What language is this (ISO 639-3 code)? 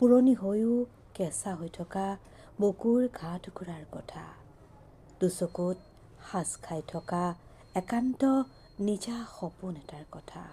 asm